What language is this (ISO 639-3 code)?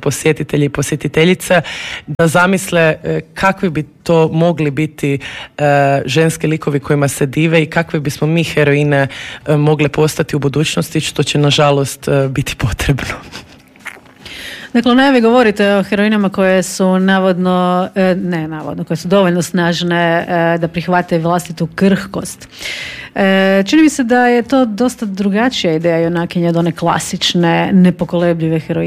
hrv